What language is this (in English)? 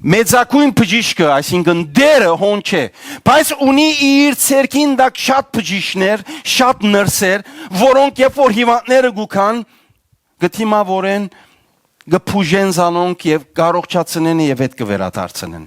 Western Armenian